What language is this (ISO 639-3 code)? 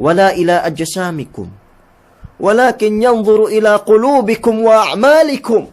yka